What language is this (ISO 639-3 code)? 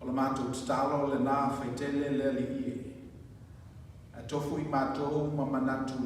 smo